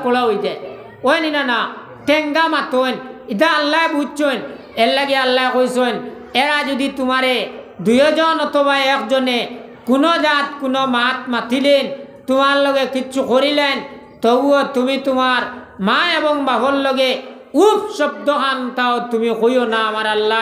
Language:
Sylheti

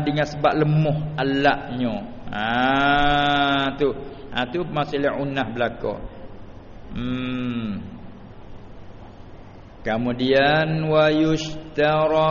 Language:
Malay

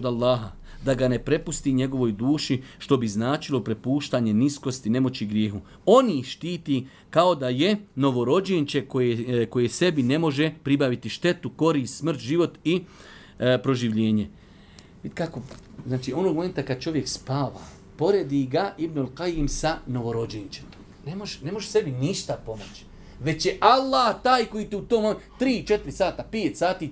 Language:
Bosnian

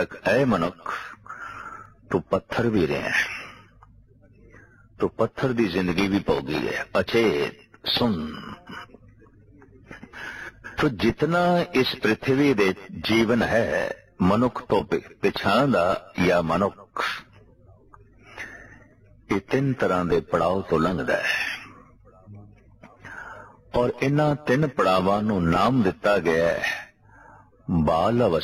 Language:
Punjabi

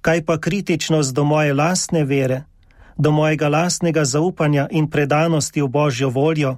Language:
Slovenian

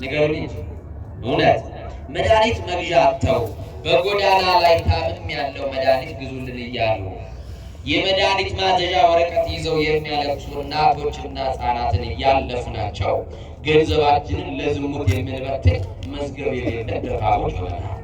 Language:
Amharic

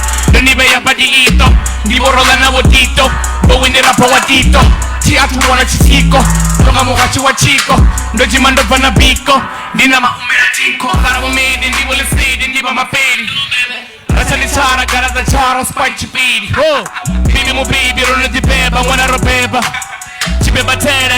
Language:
Venda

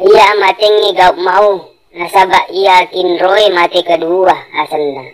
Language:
Buginese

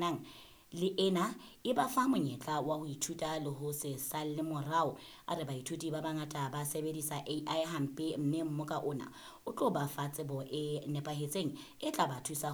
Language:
Southern Sotho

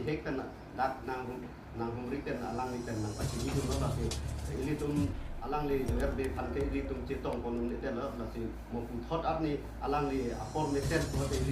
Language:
Karbi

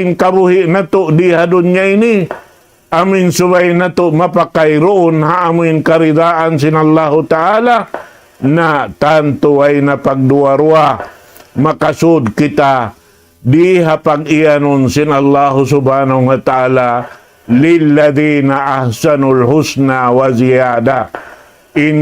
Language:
Tausug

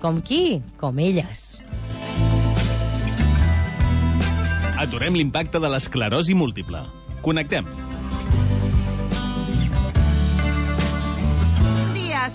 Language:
Catalan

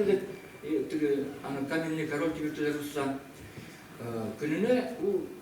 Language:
Bashkir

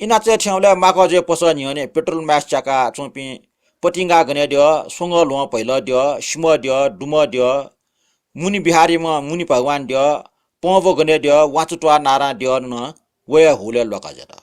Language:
Newari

